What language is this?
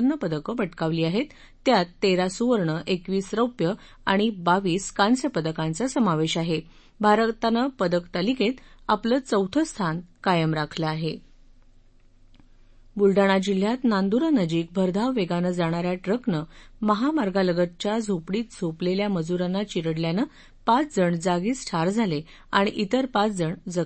Marathi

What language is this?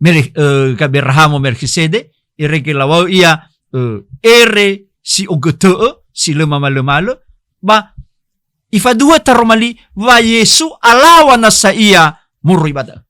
Nias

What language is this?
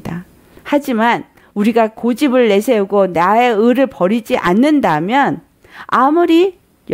Korean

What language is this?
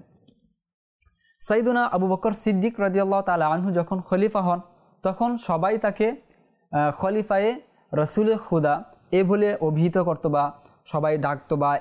Bangla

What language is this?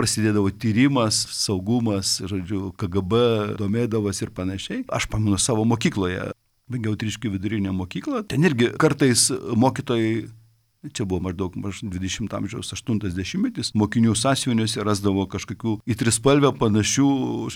Lithuanian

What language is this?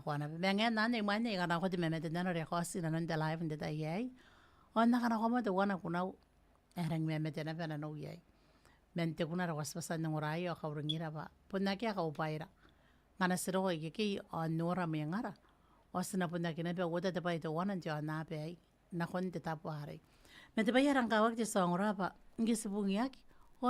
Gilbertese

